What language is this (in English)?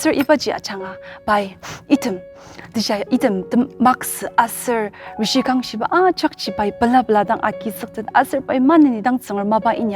Ao Naga